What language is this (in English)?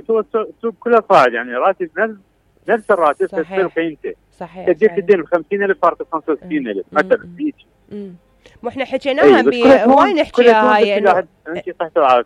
Mesopotamian Arabic